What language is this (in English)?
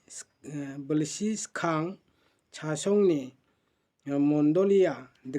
Garo